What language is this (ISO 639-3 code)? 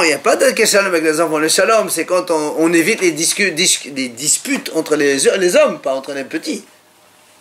fra